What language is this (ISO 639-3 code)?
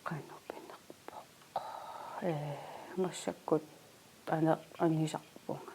kal